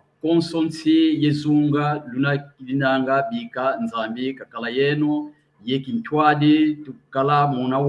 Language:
San Salvador Kongo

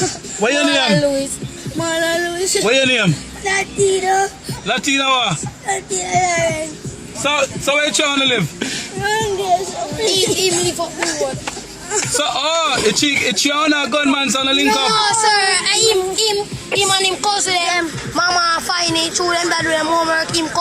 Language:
Jamaican Creole English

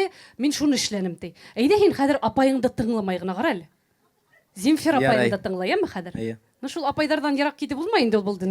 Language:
Bashkir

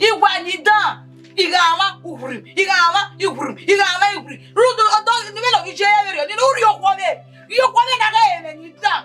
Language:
Bini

